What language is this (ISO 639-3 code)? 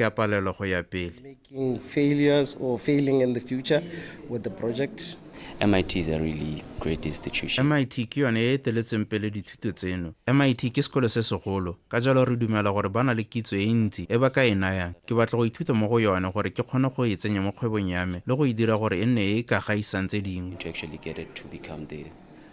tsn